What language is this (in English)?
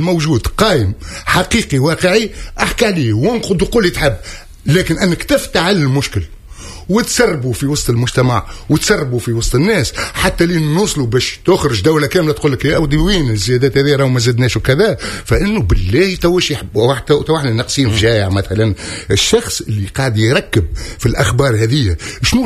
Tunisian Arabic